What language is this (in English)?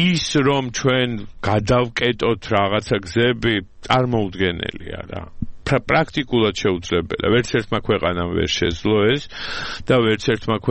Georgian